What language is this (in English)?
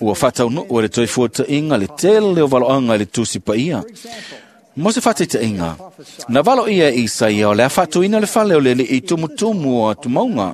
Samoan